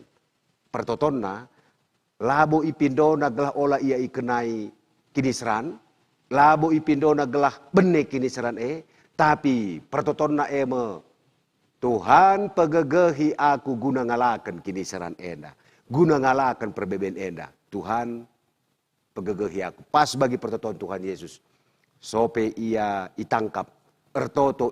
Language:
Batak Karo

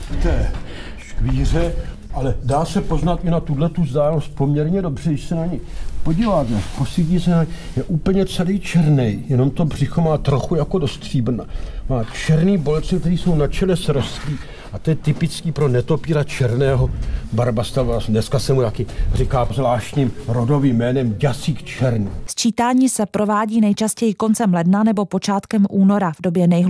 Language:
Czech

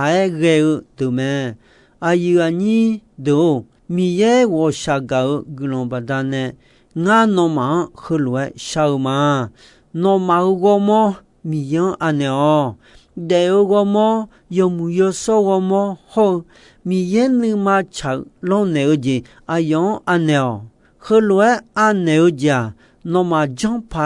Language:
Akha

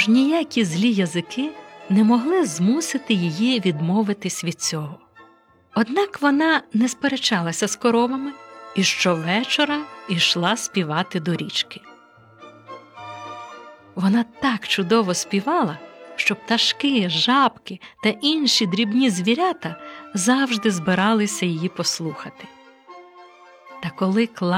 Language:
Ukrainian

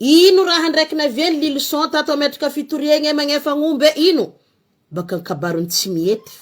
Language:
Malagasy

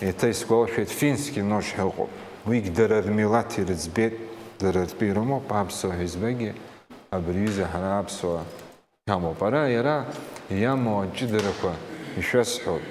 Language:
Abkhazian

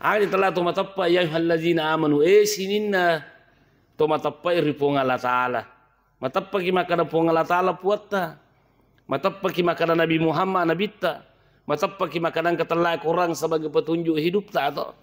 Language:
Buginese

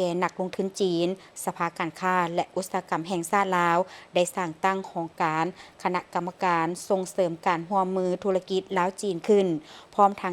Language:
Lao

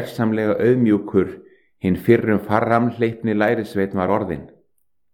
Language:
Icelandic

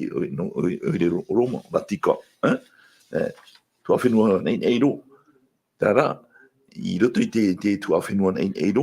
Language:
Tahitian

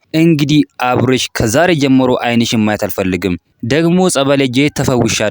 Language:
Amharic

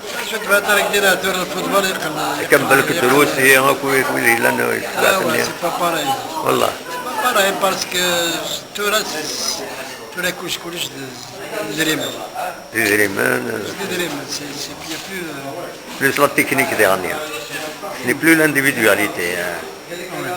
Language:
Kabyle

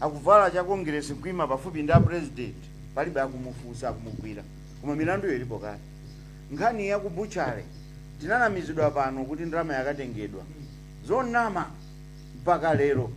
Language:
Nyanja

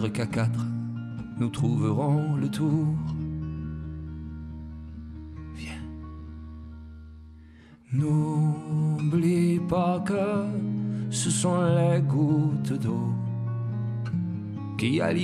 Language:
French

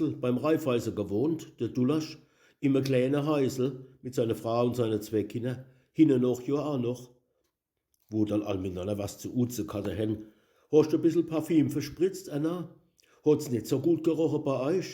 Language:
Palatine German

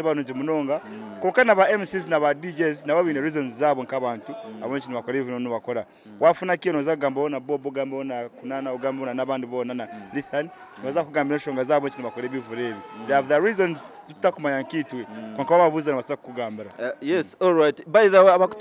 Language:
Nyankole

